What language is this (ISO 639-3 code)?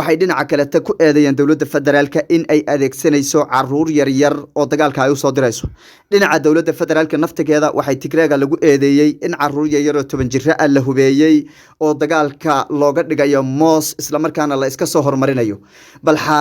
som